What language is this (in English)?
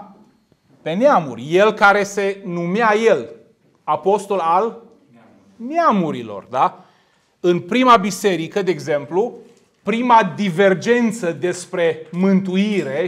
Romanian